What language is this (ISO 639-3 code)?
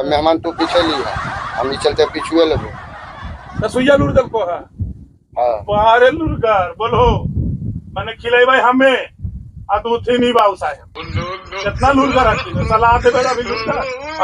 mag